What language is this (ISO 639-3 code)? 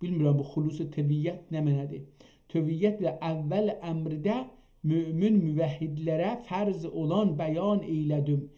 azb